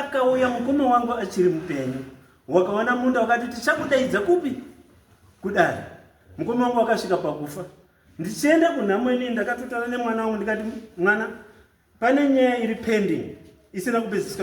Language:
Shona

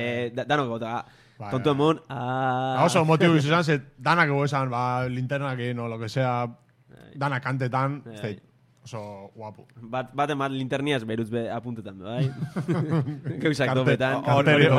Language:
Basque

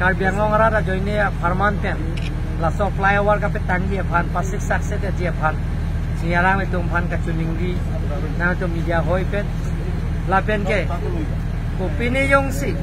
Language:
Karbi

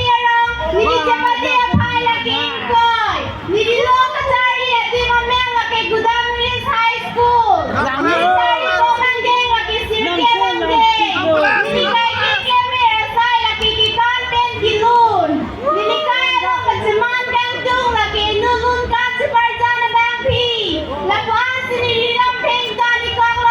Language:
Karbi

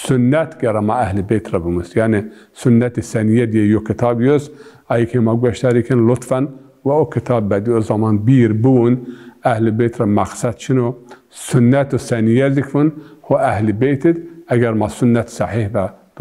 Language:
Zaza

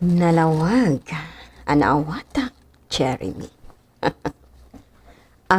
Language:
Iloko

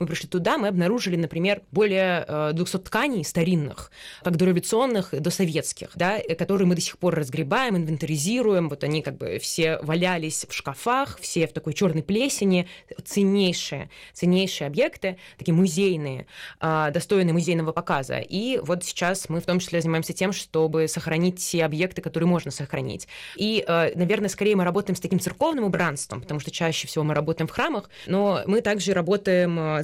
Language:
Russian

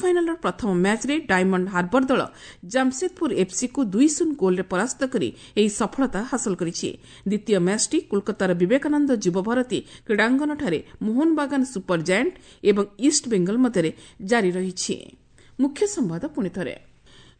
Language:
Odia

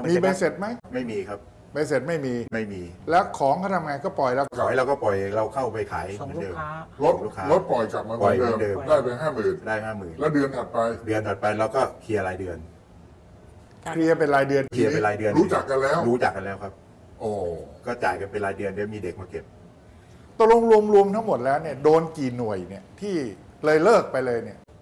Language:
Thai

